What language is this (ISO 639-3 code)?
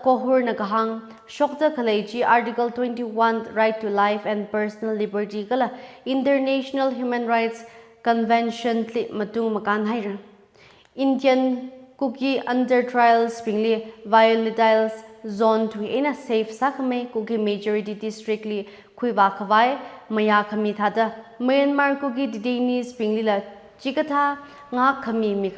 nmf